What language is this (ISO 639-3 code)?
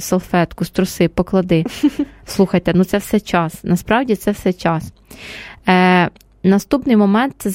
ukr